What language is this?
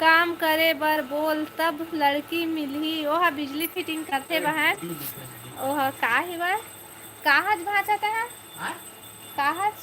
Chhattisgarhi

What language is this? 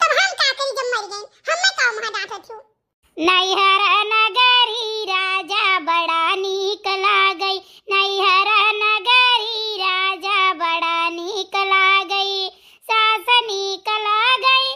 Awadhi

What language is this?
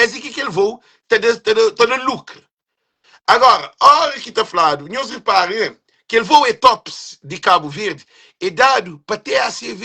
Kabuverdianu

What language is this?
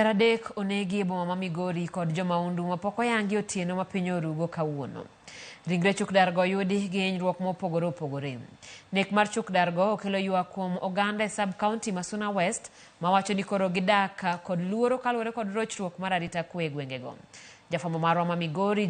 Luo (Kenya and Tanzania)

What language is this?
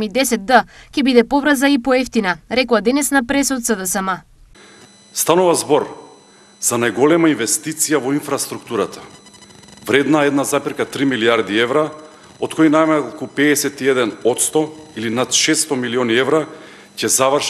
Macedonian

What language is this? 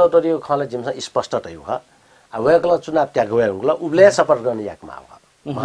Newari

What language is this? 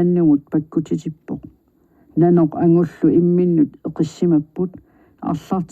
Kalaallisut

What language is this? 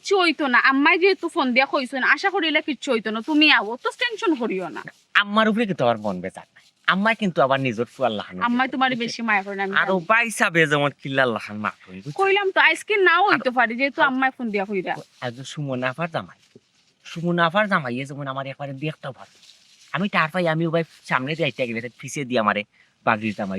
Sylheti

